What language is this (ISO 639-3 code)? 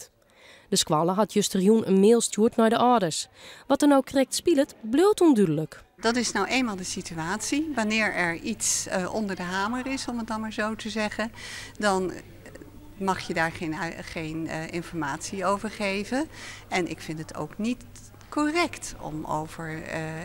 fry